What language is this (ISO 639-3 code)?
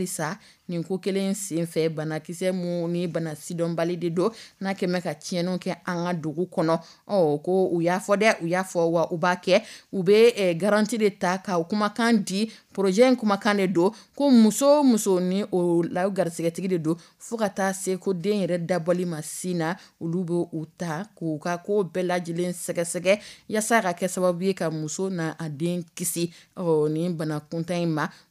dyu